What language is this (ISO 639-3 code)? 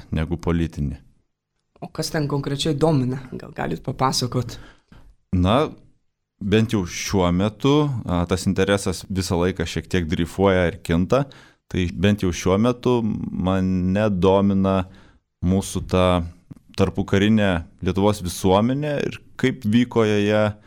lit